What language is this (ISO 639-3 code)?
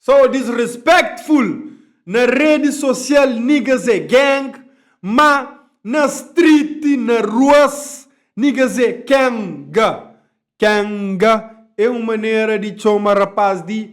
kea